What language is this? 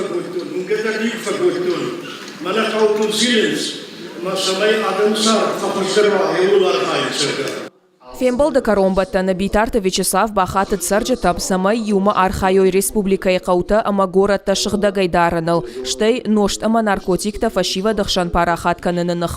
Ossetic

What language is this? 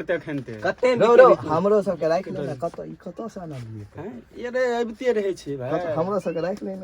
Maithili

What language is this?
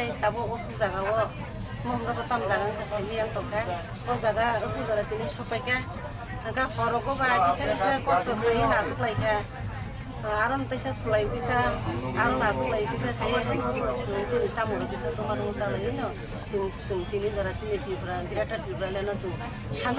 Kok Borok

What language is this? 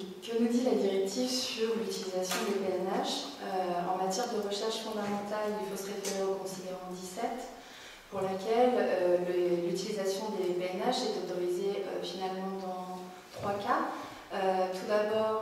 French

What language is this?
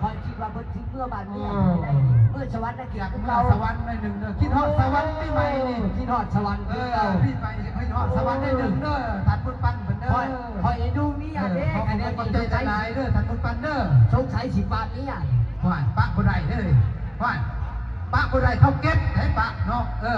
Lao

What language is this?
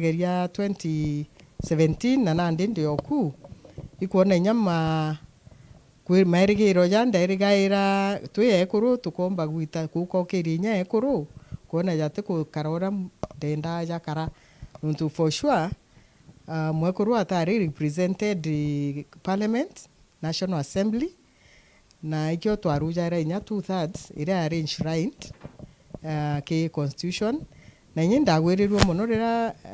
Meru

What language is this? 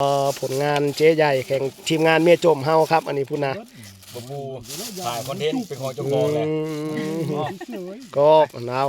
Northeastern Thai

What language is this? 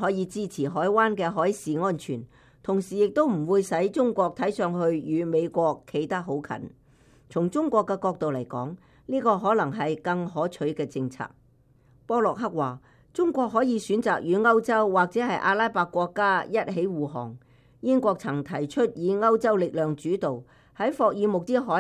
Cantonese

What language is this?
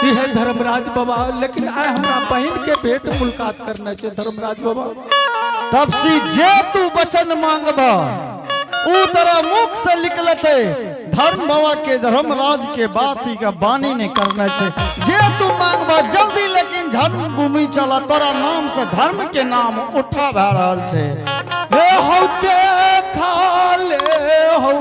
Angika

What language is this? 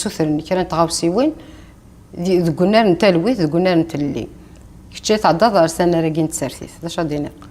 Kabyle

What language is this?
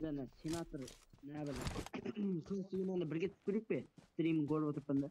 Kara-Kalpak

